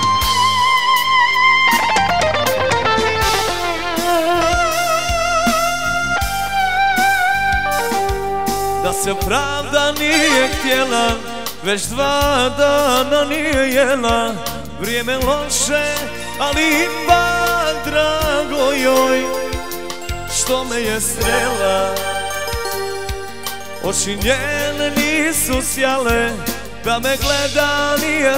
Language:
Croatian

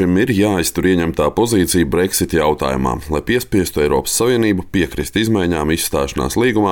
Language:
Latvian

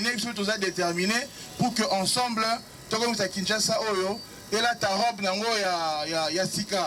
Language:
Lingala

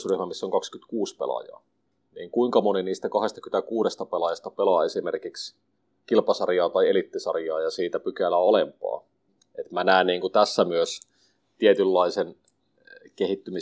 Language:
Finnish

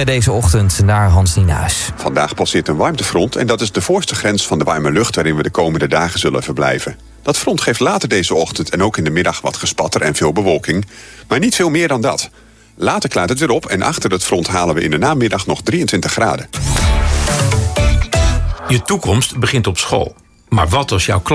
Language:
Dutch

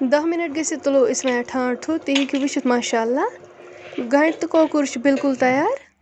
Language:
Kashmiri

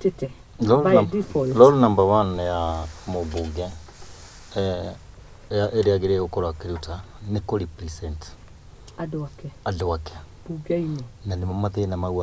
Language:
Kikuyu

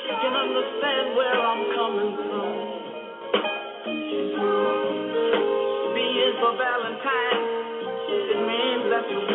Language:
English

